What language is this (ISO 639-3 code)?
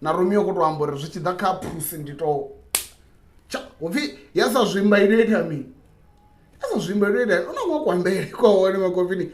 ven